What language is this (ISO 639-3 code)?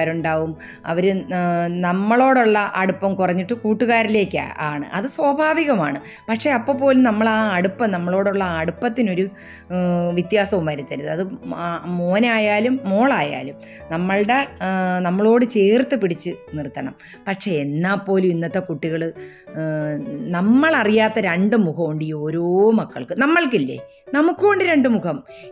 mal